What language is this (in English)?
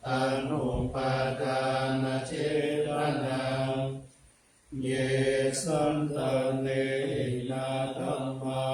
Pali